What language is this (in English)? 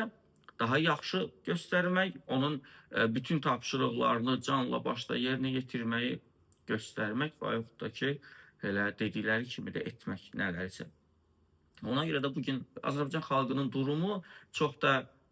Azerbaijani